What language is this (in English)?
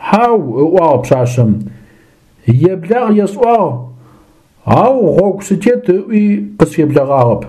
Adyghe